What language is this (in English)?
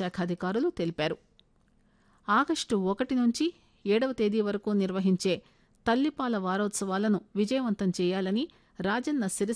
Telugu